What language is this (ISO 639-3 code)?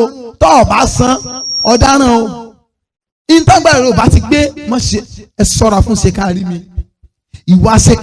yor